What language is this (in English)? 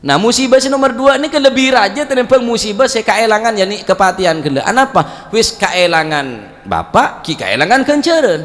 Madurese